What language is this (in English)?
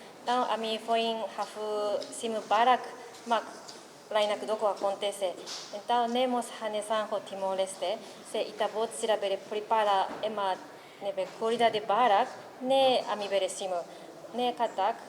Tetum